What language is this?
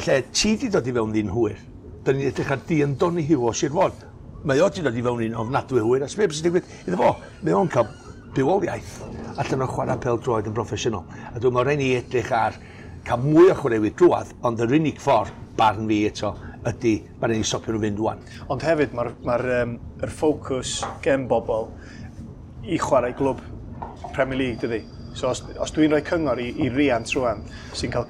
Welsh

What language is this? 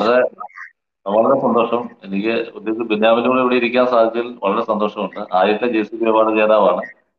Malayalam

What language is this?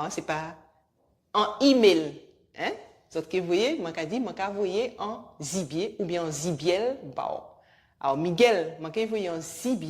Guadeloupean Creole French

